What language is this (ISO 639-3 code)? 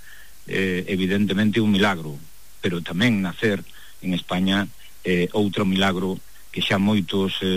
glg